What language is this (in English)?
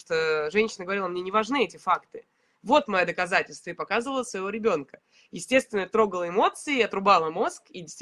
Russian